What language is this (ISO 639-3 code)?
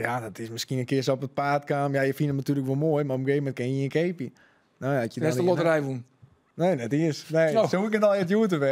fry